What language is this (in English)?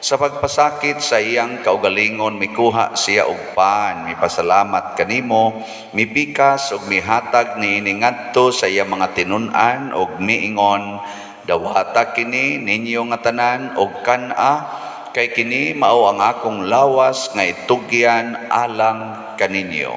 Cebuano